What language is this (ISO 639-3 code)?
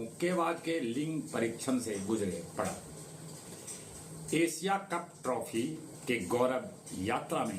mag